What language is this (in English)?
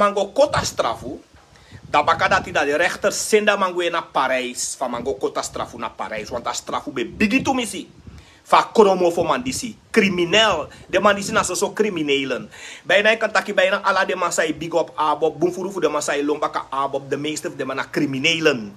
Sranan Tongo